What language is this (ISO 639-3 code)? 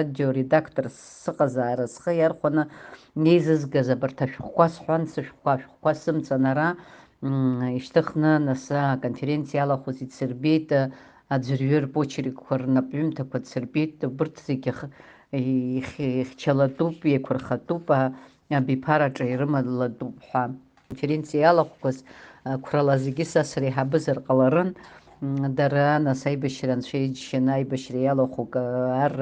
abk